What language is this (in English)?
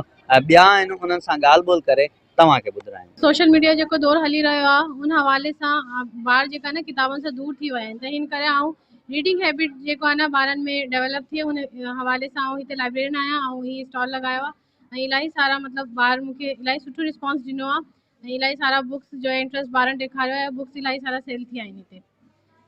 Sindhi